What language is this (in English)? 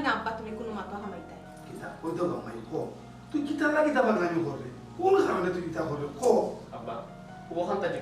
Sylheti